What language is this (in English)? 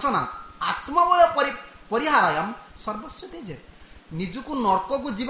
Odia